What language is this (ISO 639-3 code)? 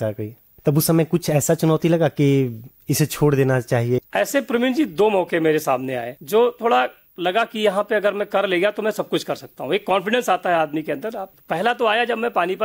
hin